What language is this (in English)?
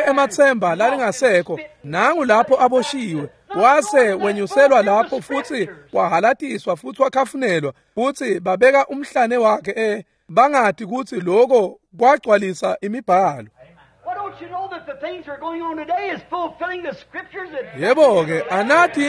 Swati